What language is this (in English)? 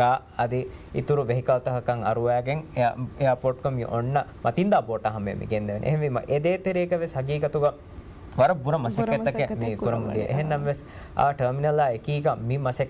Divehi